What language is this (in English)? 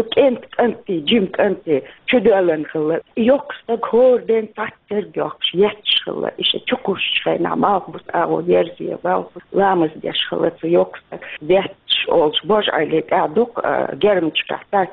Chechen